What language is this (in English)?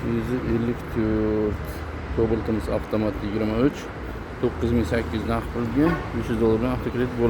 Uzbek